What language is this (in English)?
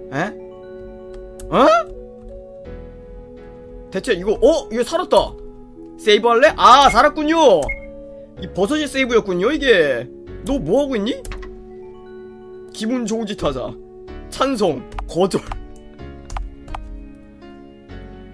Korean